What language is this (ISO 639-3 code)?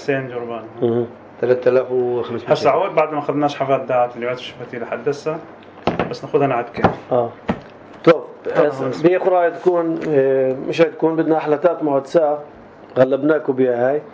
apc